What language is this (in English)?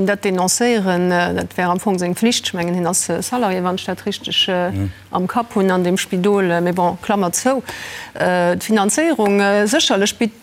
Luxembourgish